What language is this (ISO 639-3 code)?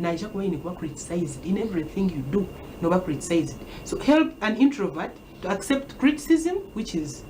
nyn